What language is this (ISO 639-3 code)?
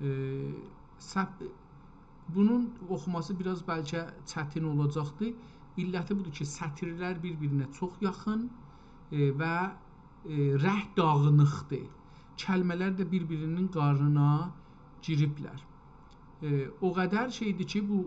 azb